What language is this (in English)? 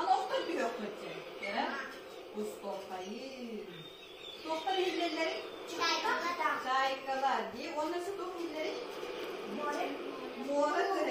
Yakut